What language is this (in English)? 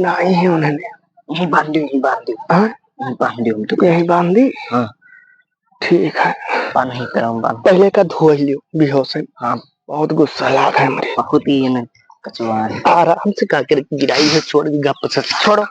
Awadhi